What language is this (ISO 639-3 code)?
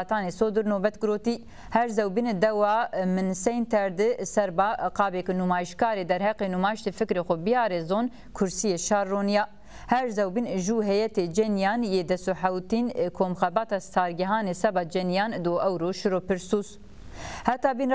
zza